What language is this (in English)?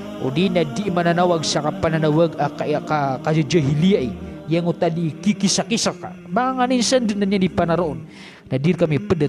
Maranao